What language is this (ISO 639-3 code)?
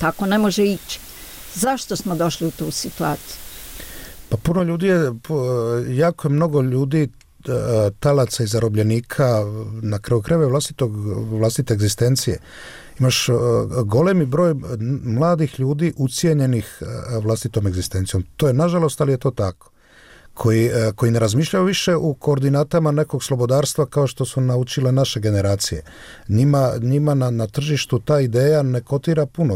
hrv